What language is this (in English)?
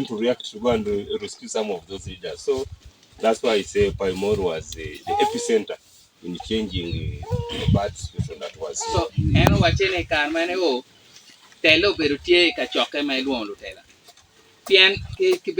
Acoli